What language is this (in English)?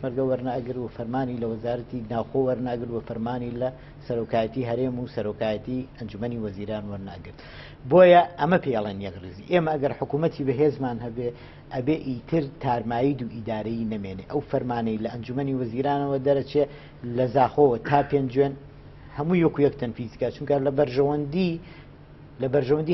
Central Kurdish